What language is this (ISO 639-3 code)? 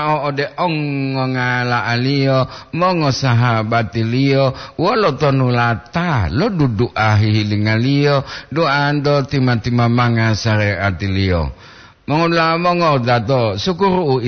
gor